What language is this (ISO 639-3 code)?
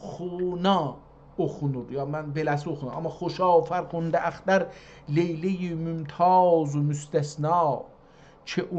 azb